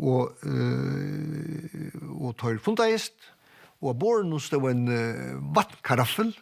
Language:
Faroese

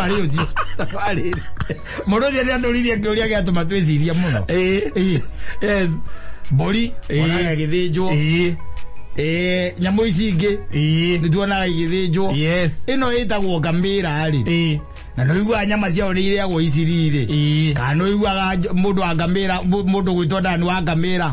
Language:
Kikuyu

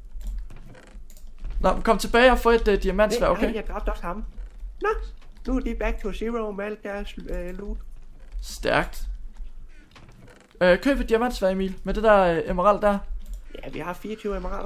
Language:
Danish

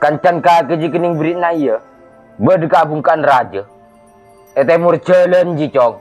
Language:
Madurese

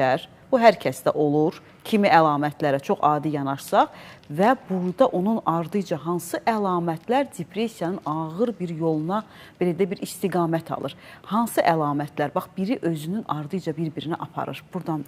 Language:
Azerbaijani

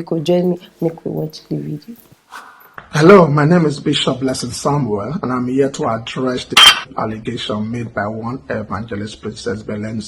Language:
Nigerian Pidgin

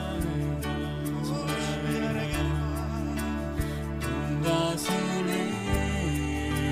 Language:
Estonian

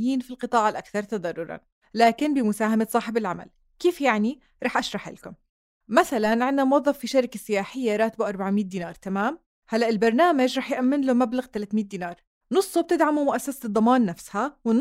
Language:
North Levantine Arabic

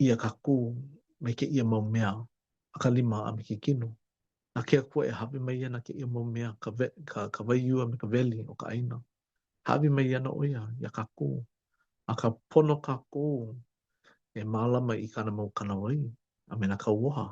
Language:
Hawaiian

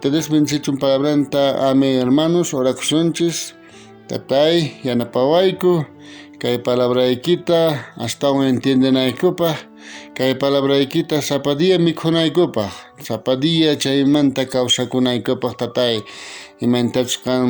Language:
South Bolivian Quechua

